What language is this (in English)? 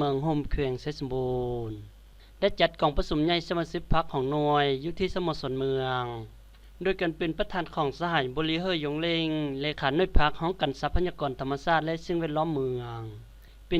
Lao